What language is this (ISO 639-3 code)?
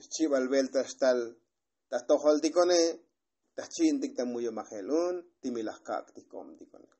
tzo